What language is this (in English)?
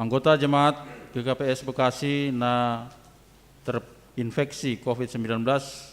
Batak Simalungun